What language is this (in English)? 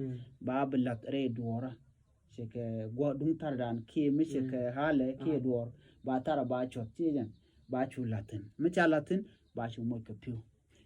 Nuer